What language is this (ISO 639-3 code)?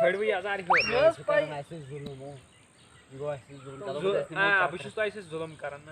kas